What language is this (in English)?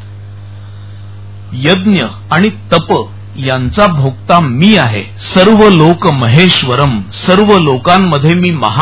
Marathi